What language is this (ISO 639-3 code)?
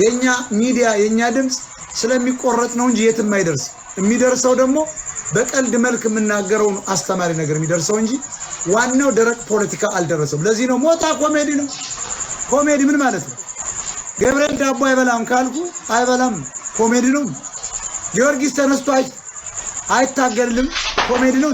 amh